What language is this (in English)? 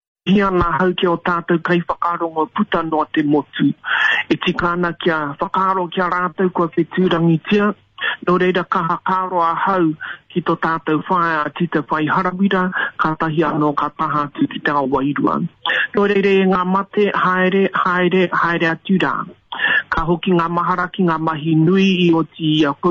Māori